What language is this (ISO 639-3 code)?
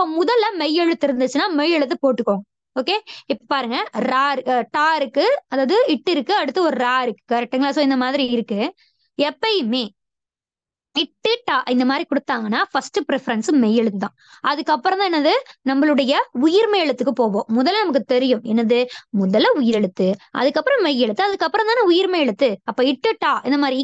tam